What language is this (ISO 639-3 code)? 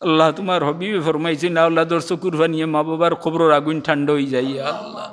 syl